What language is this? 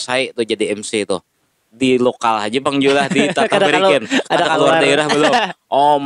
Banjar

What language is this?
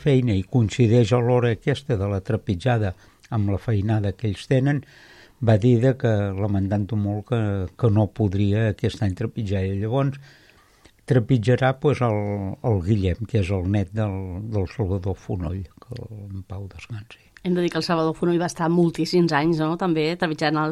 Catalan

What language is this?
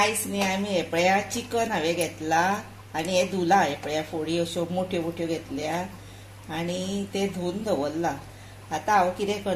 Konkani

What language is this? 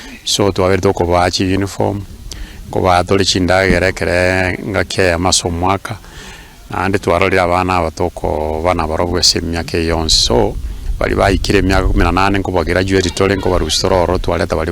Gusii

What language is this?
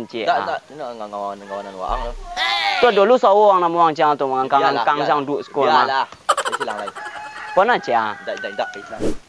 Minangkabau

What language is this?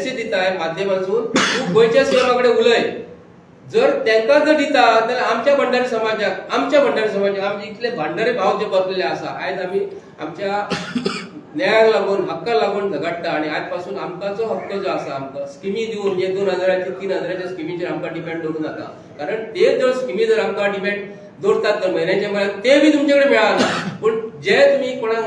Konkani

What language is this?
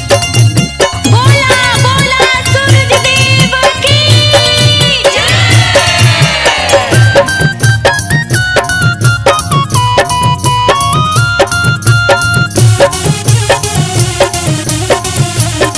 Bhojpuri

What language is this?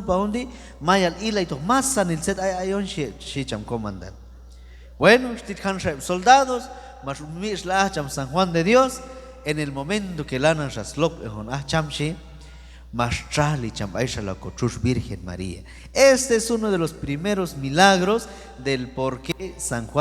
Q'anjob'al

